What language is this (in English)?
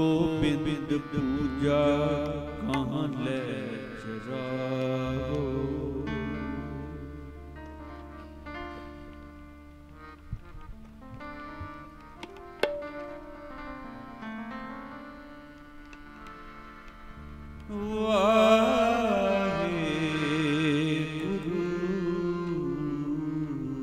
Punjabi